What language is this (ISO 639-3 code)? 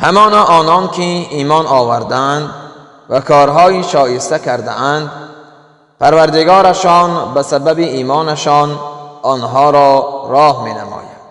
tgk